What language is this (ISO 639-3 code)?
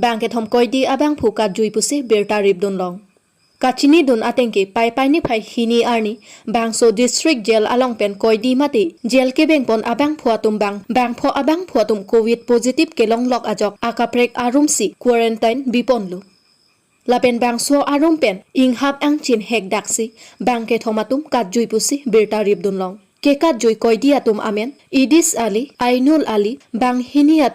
mjw